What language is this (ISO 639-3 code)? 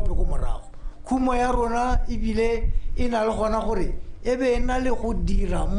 tsn